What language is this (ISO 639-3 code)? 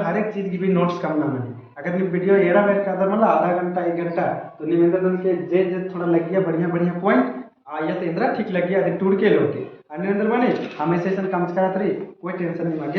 kru